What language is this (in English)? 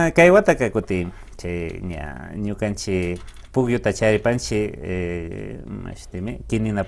Imbabura Highland Quichua